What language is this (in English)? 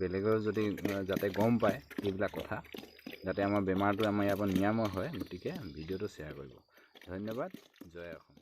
Assamese